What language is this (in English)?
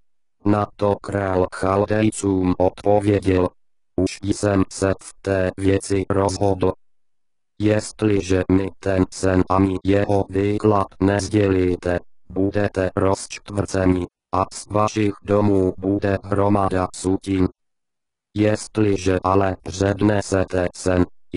Czech